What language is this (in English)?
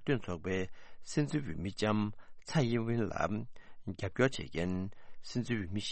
Tibetan